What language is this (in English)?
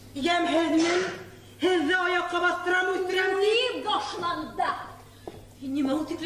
Bashkir